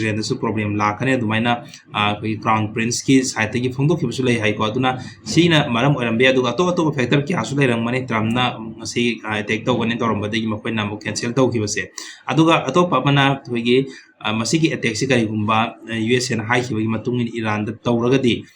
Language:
Manipuri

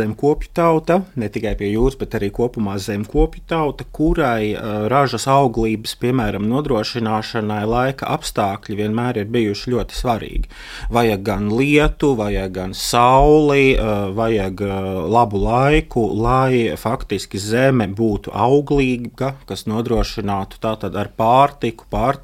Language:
Latvian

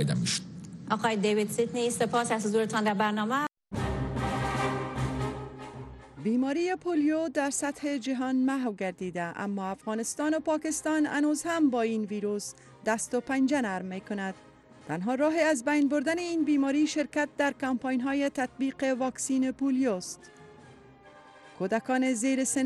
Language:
Persian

